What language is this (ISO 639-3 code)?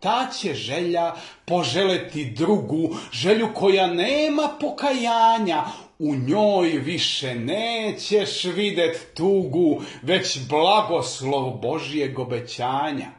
srp